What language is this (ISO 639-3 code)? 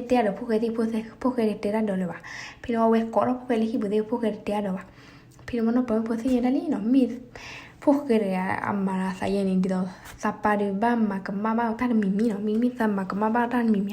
ksw